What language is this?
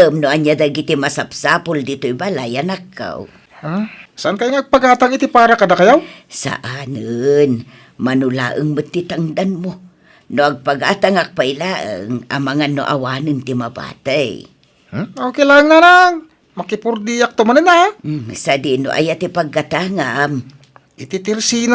Iloko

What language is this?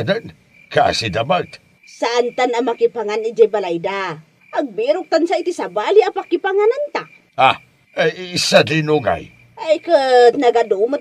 Iloko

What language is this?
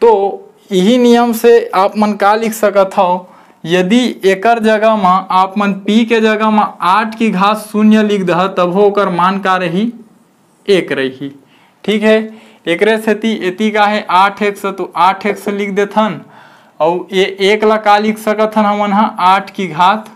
Chhattisgarhi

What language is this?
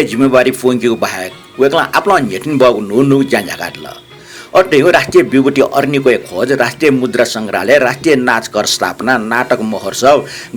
Newari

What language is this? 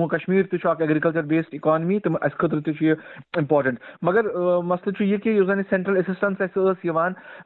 Kashmiri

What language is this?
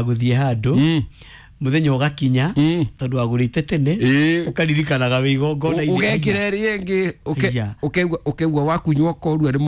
Kikuyu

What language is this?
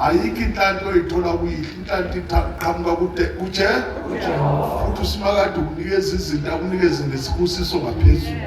Zulu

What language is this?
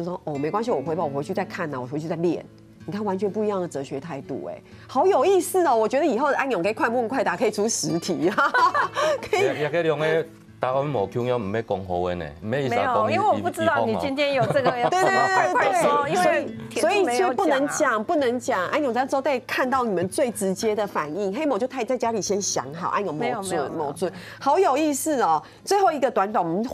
Chinese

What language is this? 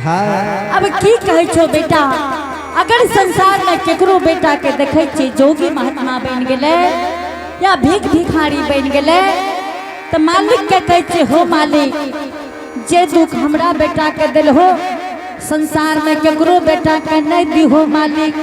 Angika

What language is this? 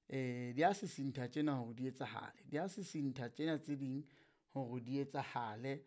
Southern Sotho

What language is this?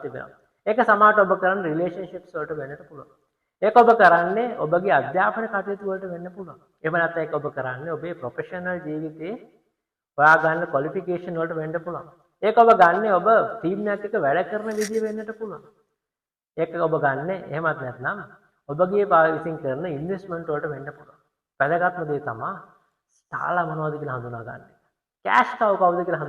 Sinhala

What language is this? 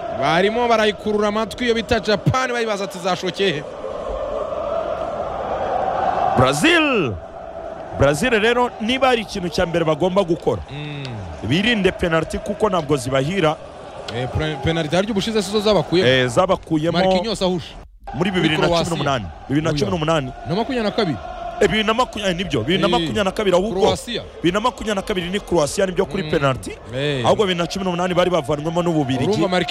Kinyarwanda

